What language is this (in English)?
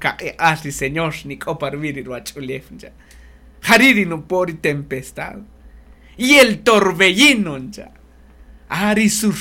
Kaqchikel